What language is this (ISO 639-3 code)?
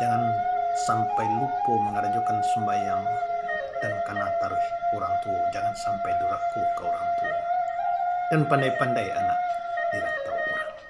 min